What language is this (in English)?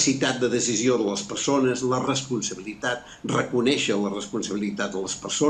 Catalan